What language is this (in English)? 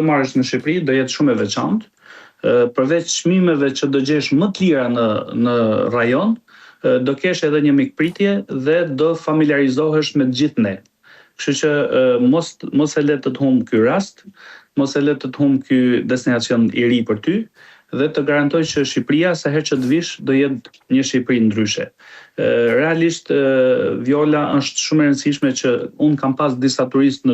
Albanian